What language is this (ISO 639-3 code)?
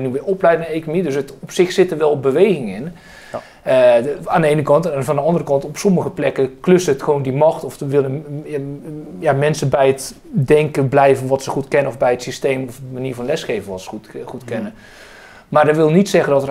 nld